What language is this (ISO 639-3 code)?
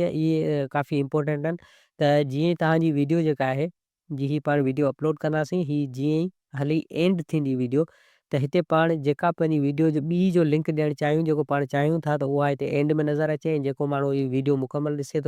snd